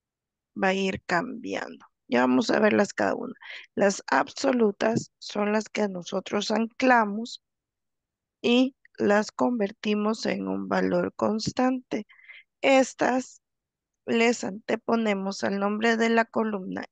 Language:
Spanish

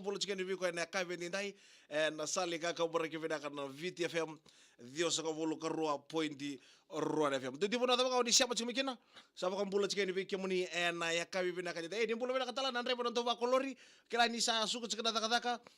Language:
Fijian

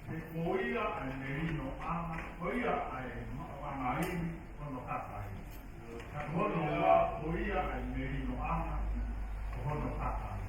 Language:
Tongan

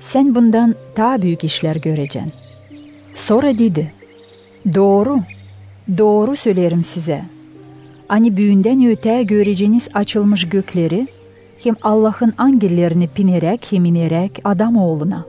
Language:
Gagauz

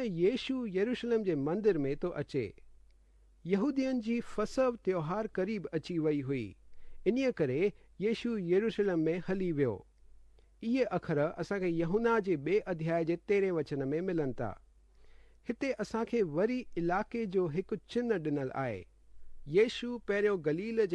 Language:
Sindhi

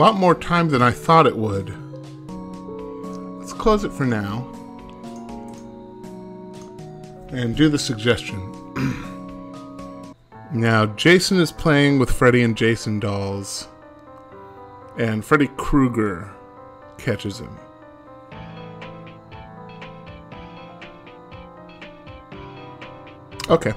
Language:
English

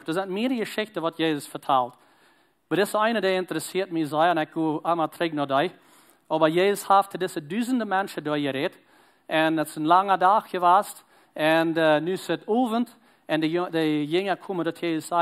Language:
Plautdietsch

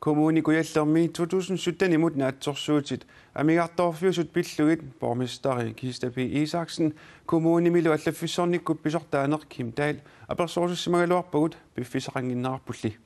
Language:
Kalaallisut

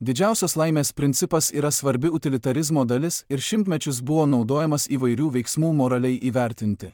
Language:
Lithuanian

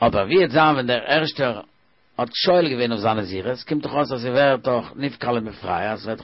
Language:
Yiddish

